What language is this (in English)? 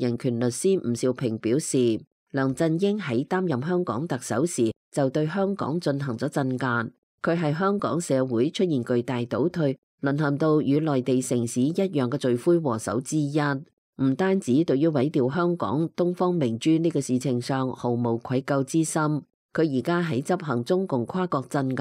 Cantonese